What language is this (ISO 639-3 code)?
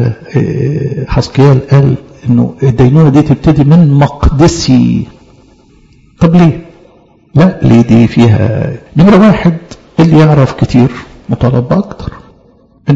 arz